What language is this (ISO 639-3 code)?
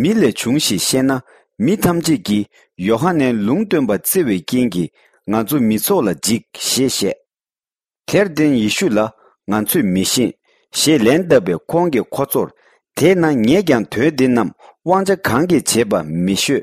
bod